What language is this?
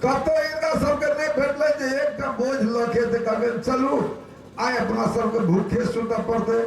Maithili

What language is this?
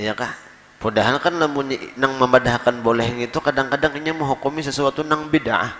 Banjar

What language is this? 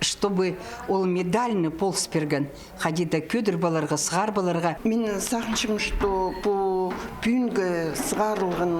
Khakas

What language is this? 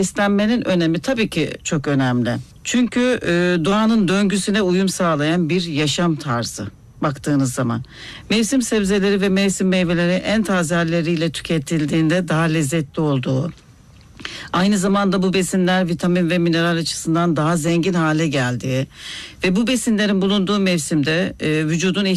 Turkish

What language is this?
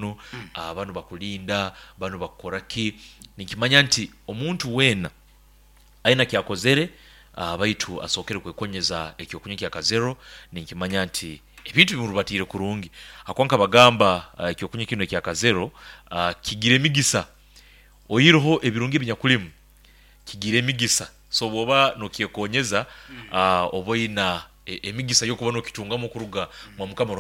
Nyoro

